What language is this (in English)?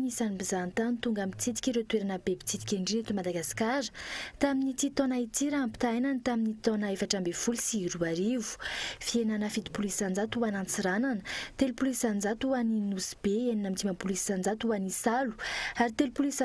Malagasy